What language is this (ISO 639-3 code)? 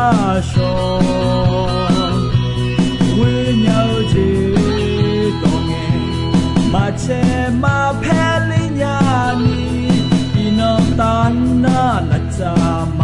ahk